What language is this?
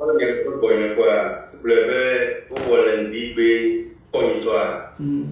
Ewe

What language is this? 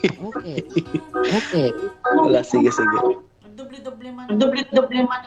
Iloko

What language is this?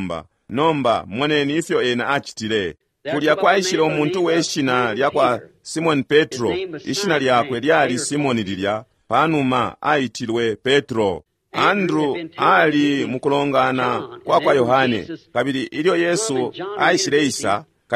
Bemba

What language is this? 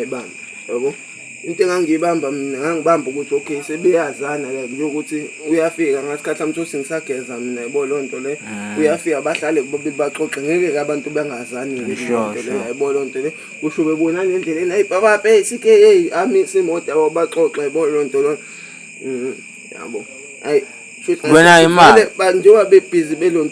Zulu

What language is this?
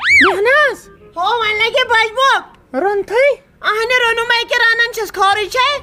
Kashmiri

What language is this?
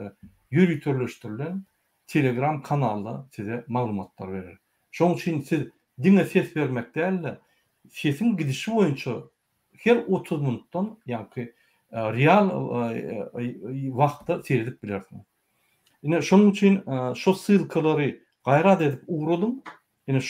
Turkmen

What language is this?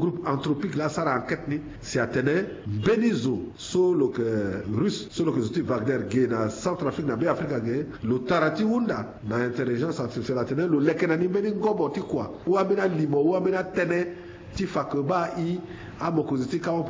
Sango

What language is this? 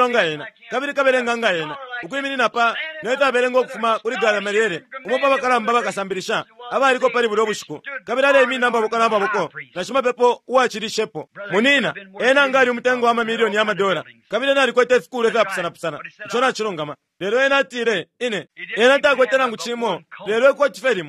Bemba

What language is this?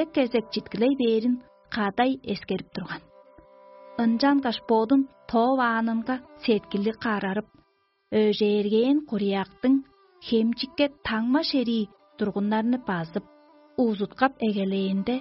Tuvinian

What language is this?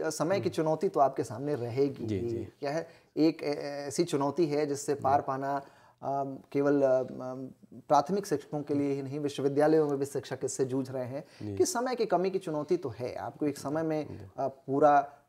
Hindi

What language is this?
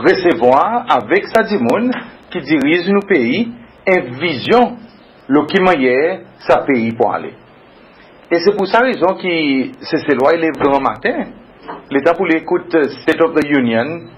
Seselwa Creole French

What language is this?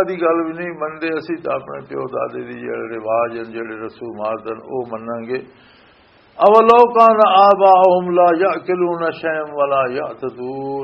Western Panjabi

